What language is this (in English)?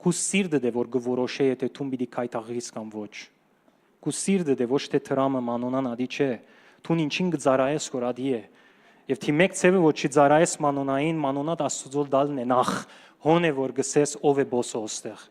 Western Armenian